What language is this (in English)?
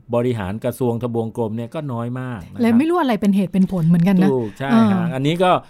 Thai